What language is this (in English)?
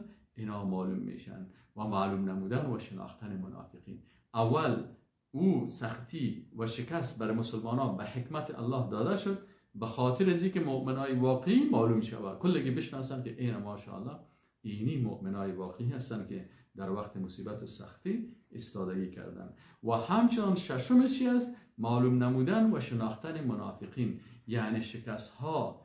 Persian